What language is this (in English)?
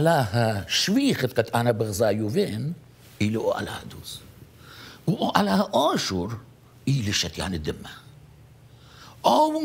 Assyrian Neo-Aramaic